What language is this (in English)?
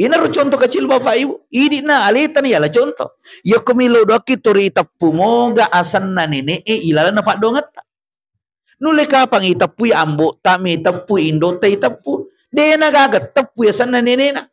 Buginese